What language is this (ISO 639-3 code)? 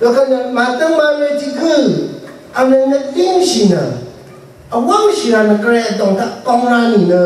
raw